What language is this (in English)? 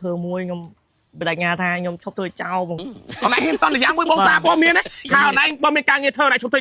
Khmer